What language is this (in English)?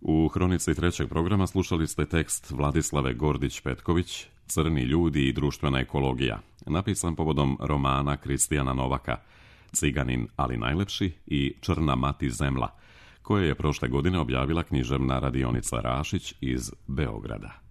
Serbian